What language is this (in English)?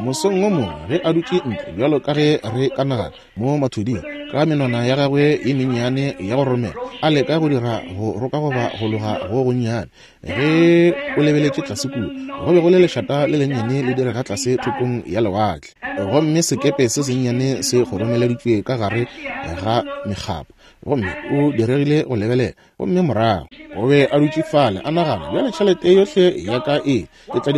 Northern Sotho